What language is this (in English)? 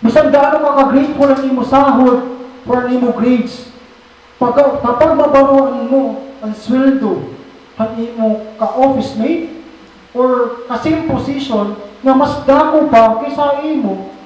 Waray